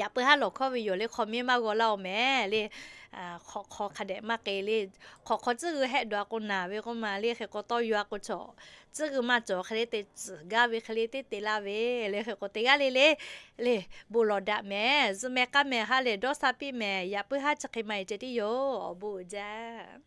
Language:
Lahu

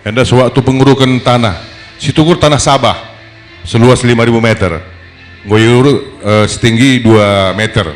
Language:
Batak Karo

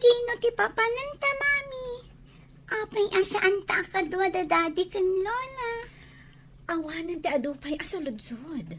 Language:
Iloko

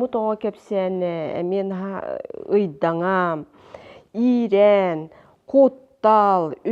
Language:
Yakut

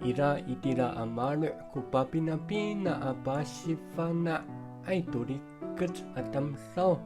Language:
Amis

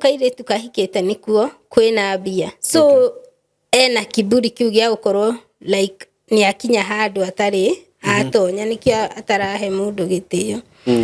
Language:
Kikuyu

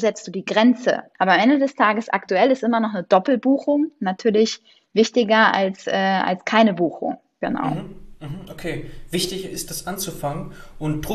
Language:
German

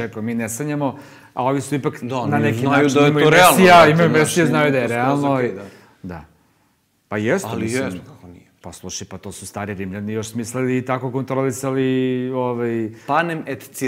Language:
Serbian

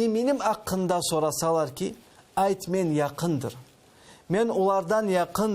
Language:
Crimean Tatar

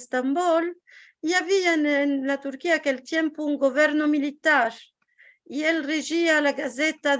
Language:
Ladino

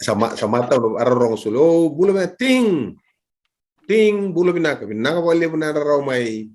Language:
Fijian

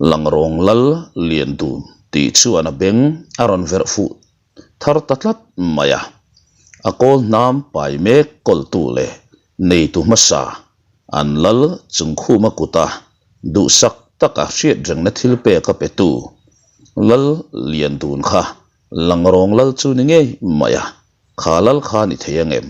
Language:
Mizo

